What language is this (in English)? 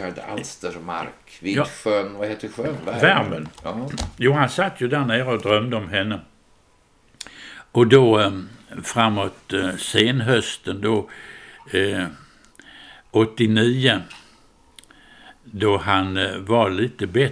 Swedish